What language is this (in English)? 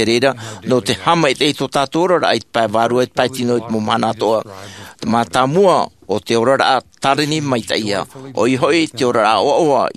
Tahitian